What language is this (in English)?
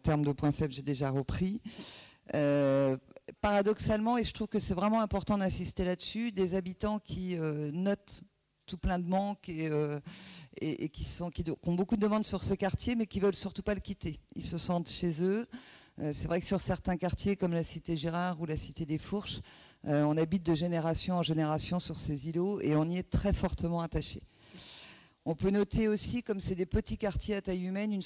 French